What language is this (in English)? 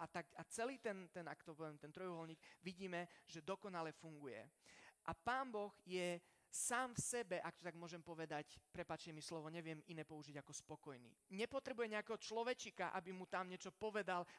Slovak